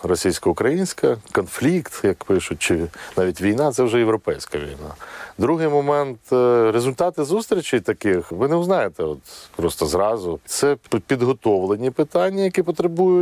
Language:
Ukrainian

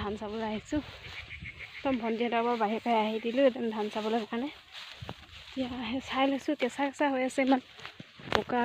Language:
Assamese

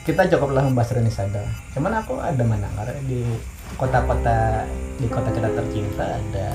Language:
Banjar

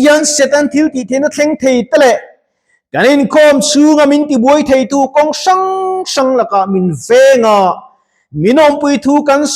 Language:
Mizo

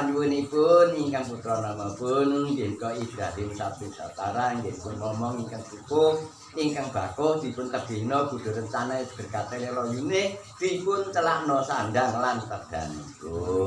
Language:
Javanese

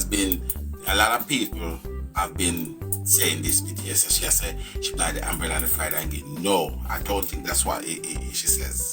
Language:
Jamaican Creole English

